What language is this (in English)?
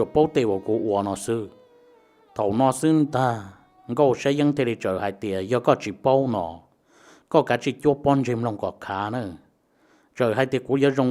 Hmong